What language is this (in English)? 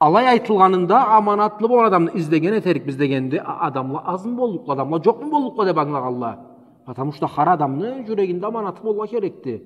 Karachay-Balkar